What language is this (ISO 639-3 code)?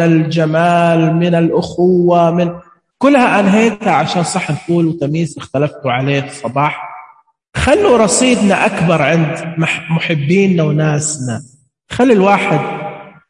ars